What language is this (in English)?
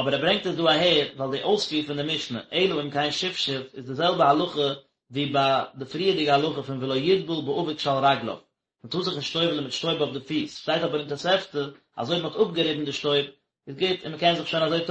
Yiddish